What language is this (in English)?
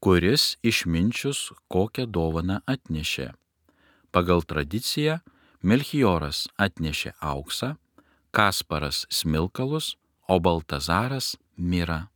Lithuanian